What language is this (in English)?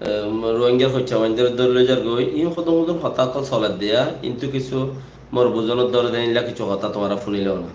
Rohingya